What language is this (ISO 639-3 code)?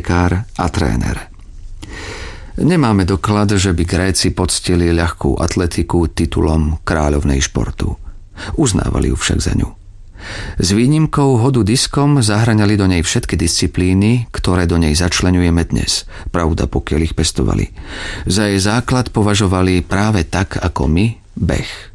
slk